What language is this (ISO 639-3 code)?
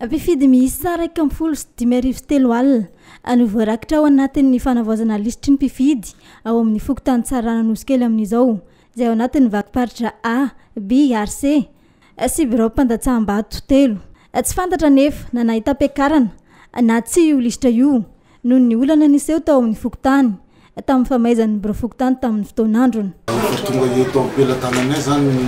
mlg